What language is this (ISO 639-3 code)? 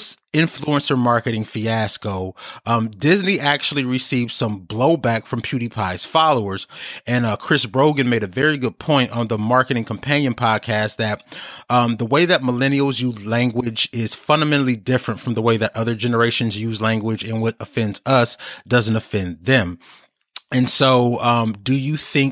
eng